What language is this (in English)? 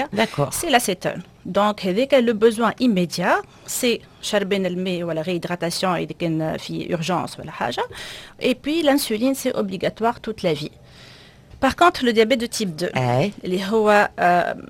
Tunisian Arabic